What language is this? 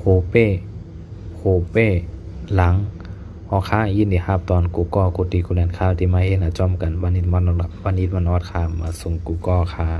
Shan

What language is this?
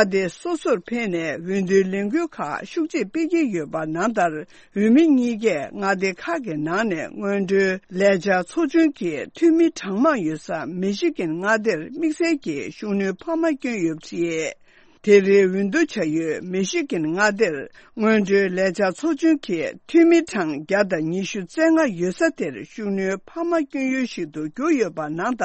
Tibetan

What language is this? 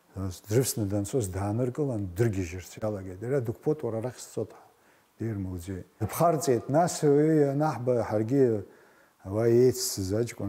Abkhazian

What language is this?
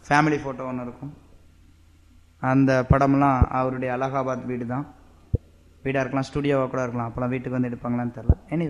Tamil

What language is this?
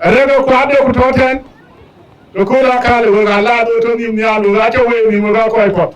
Dinka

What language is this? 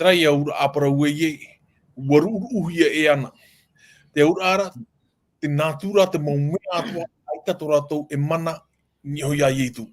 Tahitian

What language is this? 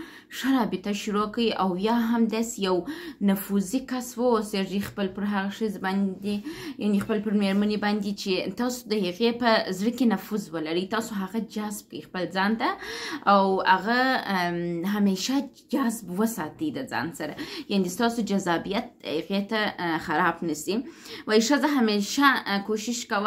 Pashto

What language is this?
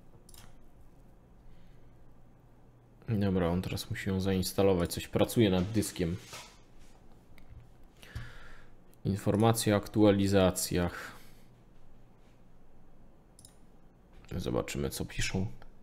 Polish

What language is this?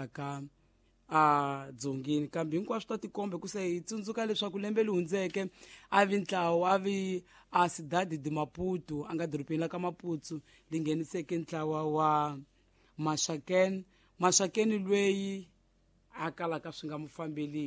Tsonga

